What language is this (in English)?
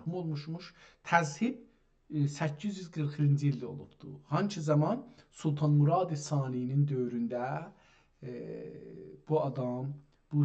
South Azerbaijani